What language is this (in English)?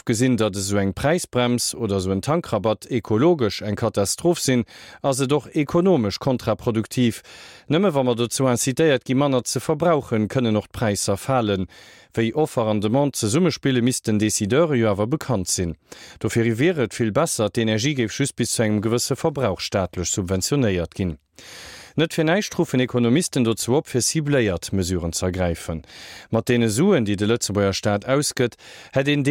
Luxembourgish